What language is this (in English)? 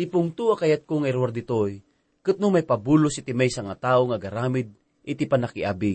Iloko